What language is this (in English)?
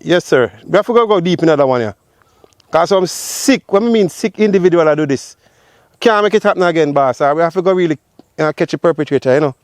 Jamaican Creole English